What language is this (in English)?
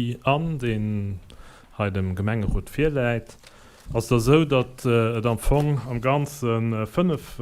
Luxembourgish